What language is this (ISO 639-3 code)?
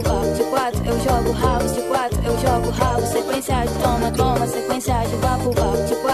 por